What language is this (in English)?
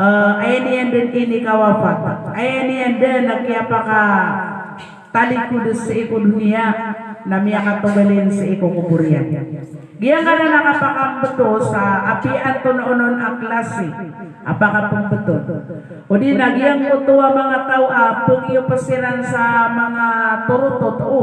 Maranao